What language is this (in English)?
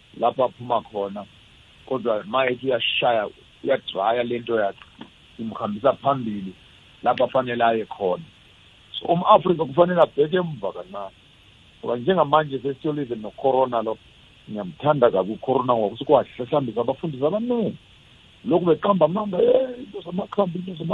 South Ndebele